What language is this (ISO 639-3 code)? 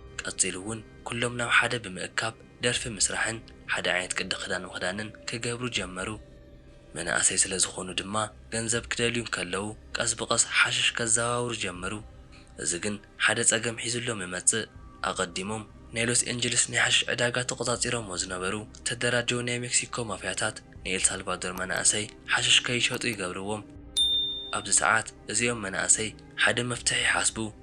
tir